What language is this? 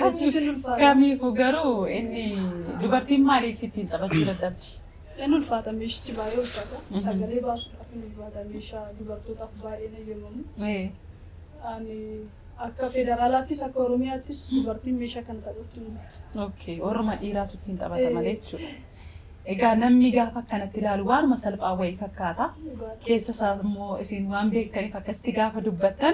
Oromo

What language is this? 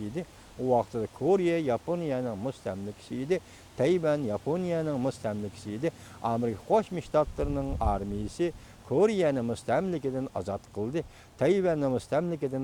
Uyghur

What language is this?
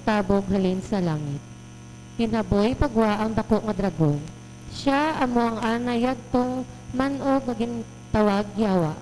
Hiligaynon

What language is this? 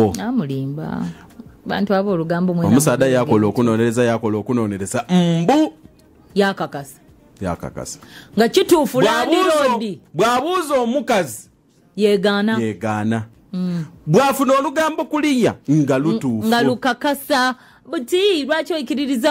Soga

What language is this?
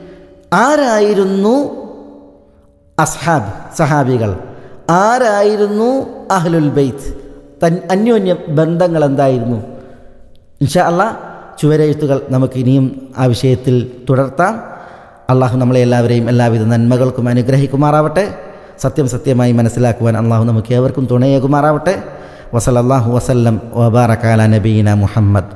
Malayalam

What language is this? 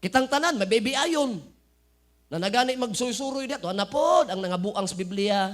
Cebuano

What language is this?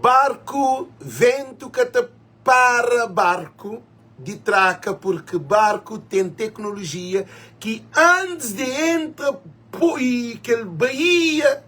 Kabuverdianu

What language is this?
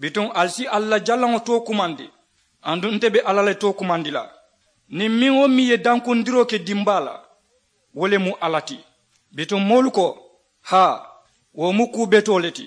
Mandingo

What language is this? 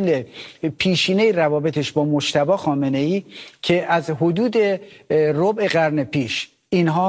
Persian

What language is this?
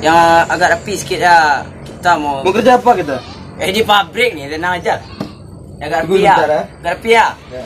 Minangkabau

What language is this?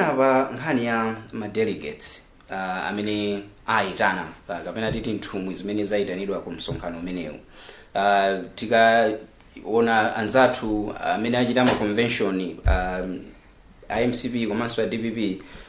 Nyanja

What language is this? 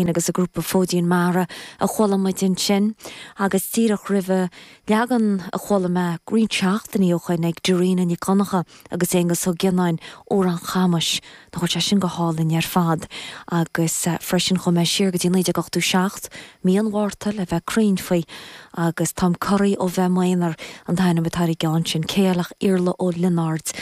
Irish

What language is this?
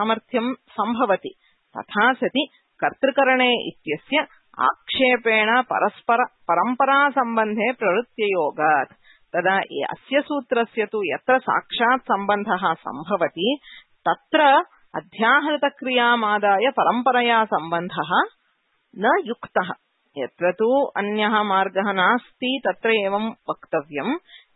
Sanskrit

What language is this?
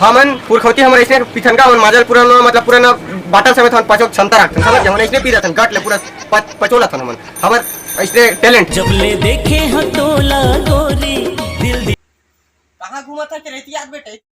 Chhattisgarhi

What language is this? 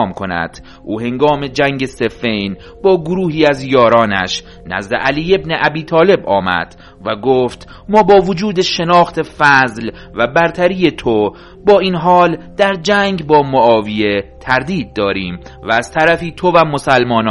Persian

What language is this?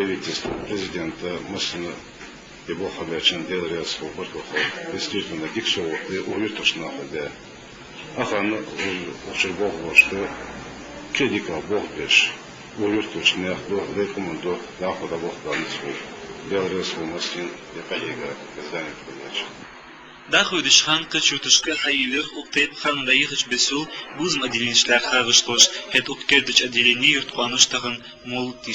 Ingush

